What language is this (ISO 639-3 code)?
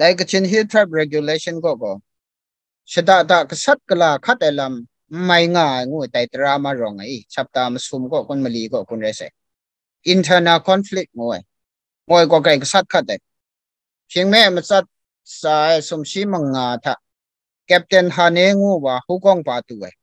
kac